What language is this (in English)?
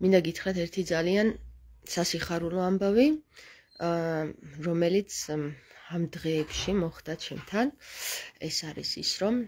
Georgian